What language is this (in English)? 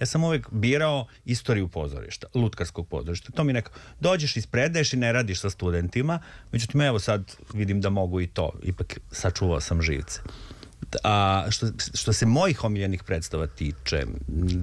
Serbian